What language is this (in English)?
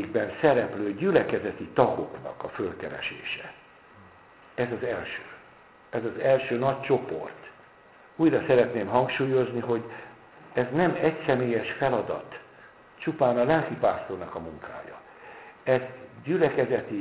Hungarian